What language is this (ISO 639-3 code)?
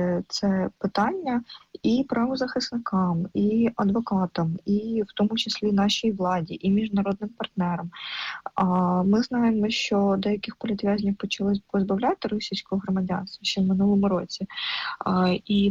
ukr